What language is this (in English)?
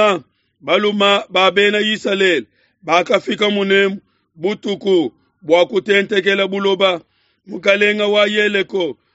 Luba-Lulua